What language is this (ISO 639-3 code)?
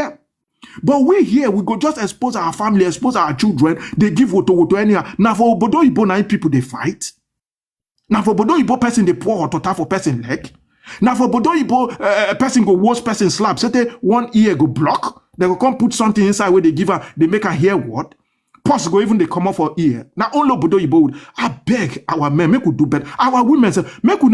pcm